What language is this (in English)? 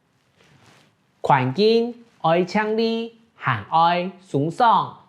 Hakka Chinese